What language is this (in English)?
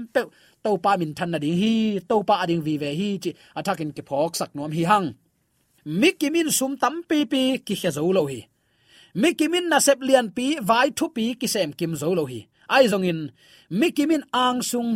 Tedim Chin